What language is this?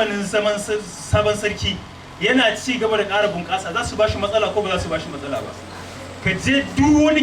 Hausa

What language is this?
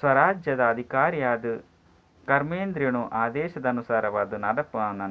Tulu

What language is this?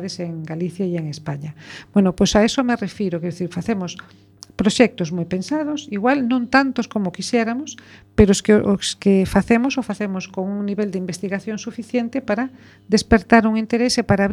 Galician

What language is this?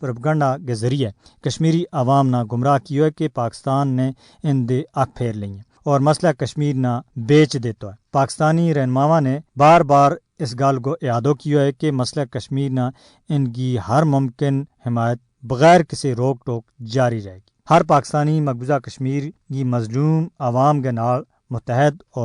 Gujari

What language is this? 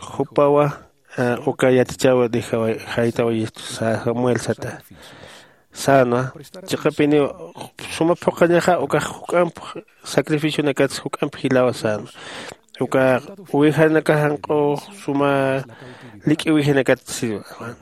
Aymara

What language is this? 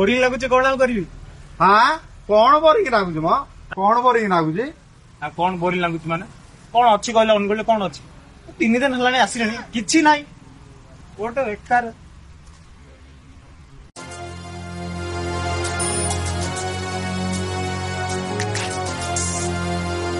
Odia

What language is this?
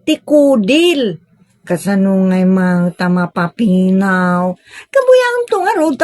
Iloko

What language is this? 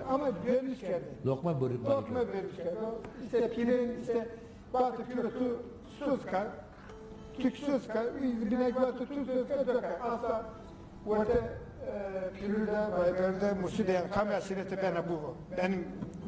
Zaza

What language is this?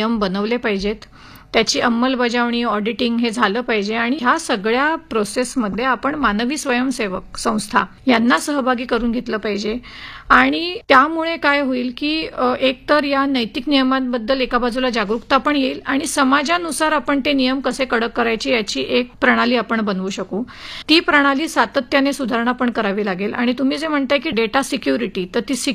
Marathi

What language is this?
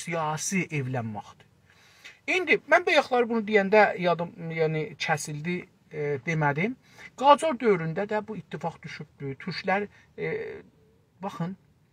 South Azerbaijani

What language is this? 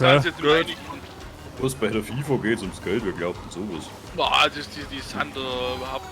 Bavarian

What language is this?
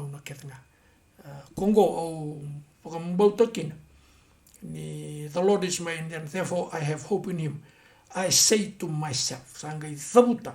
Fijian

